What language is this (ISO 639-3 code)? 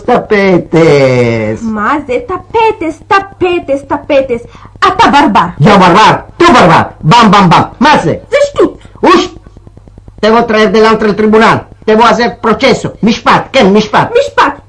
lad